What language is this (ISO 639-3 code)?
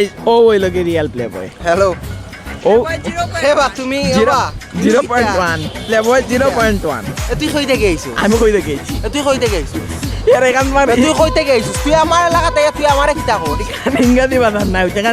syl